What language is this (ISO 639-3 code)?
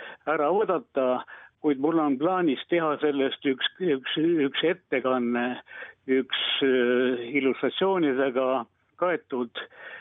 est